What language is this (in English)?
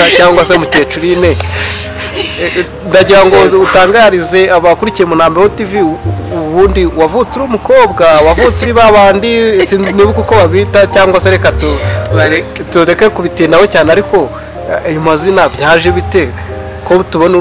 Kinyarwanda